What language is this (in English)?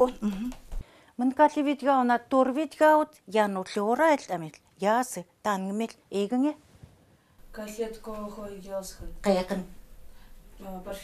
Chukot